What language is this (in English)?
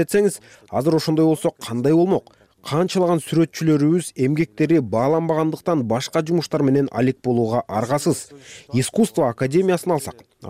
Kyrgyz